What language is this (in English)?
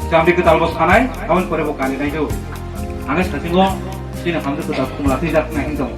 Kok Borok